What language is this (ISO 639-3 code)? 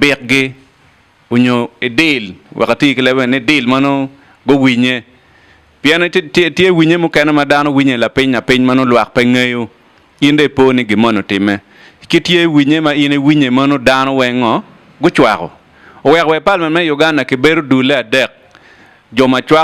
ach